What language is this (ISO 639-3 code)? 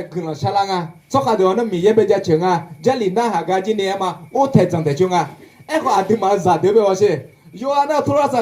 ahk